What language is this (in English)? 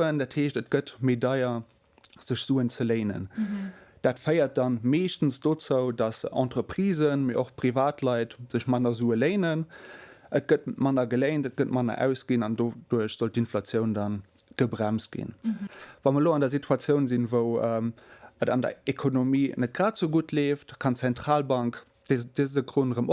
Luxembourgish